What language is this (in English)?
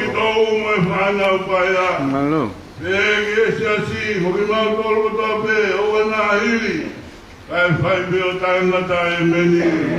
Tongan